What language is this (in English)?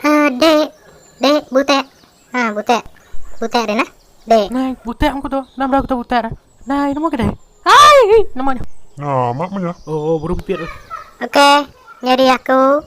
Iban